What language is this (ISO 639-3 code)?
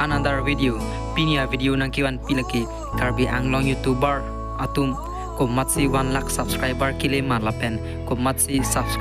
mjw